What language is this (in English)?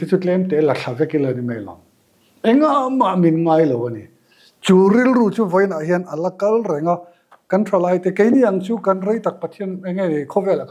Mizo